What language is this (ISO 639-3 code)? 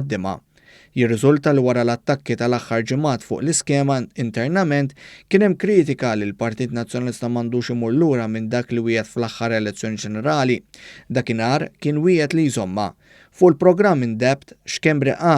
mlt